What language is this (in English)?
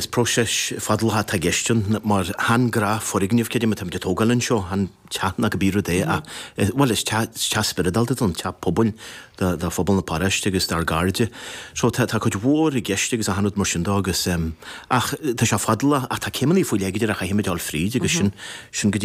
Irish